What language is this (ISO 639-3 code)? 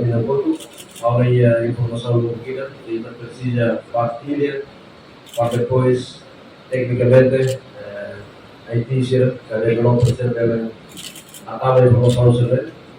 tet